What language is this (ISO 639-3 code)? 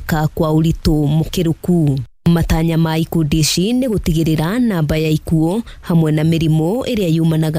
kik